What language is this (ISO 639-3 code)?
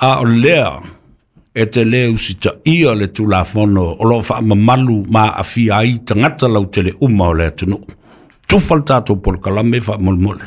smo